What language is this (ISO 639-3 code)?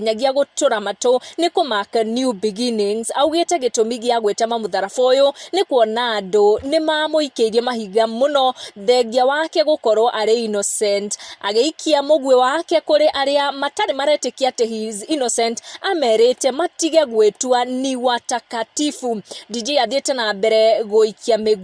kik